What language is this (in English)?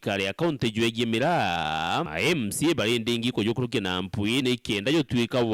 Meru